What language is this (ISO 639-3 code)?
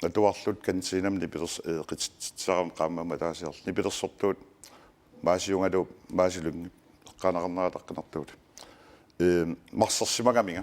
kal